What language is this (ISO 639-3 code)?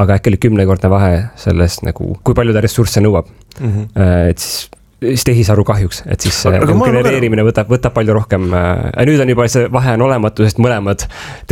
est